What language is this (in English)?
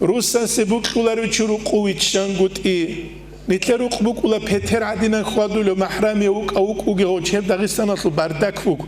Avaric